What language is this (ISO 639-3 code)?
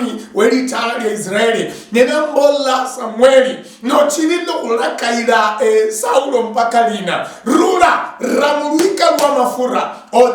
luy